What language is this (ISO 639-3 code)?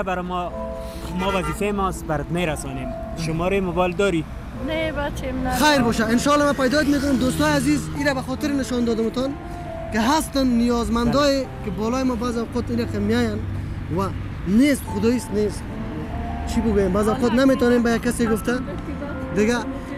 fas